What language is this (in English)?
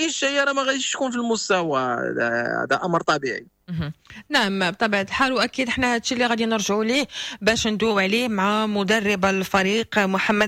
Moroccan Arabic